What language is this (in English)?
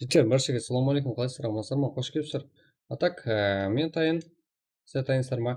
Kara-Kalpak